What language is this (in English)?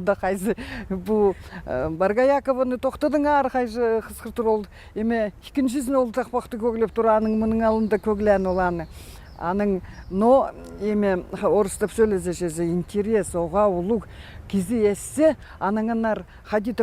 Khakas